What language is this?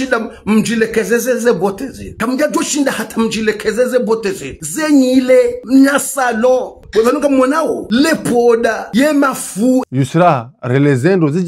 Ngazidja Comorian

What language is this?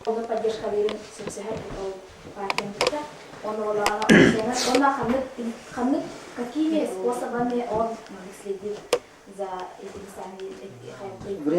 Yakut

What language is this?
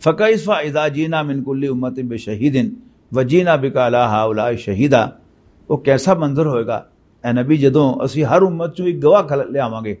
Western Panjabi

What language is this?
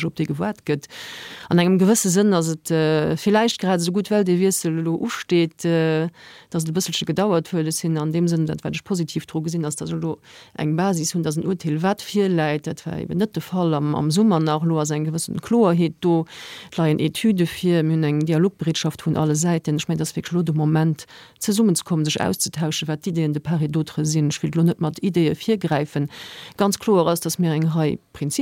Luxembourgish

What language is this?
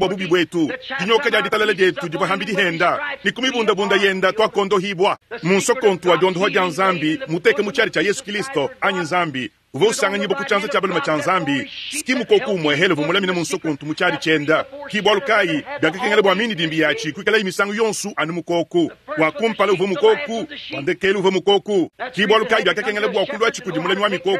Luba-Lulua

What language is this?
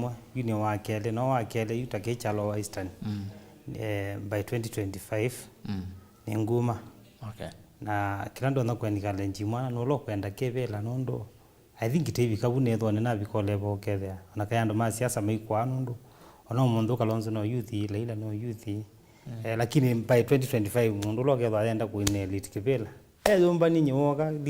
Kamba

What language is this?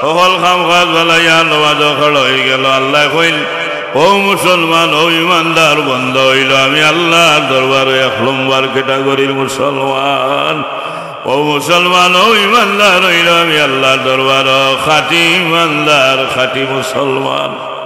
Sylheti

